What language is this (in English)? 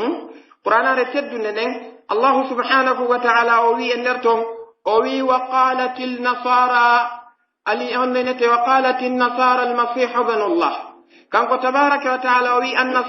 Pular